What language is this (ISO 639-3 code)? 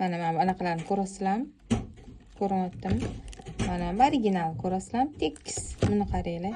uzb